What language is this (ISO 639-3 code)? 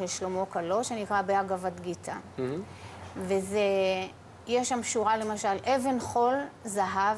heb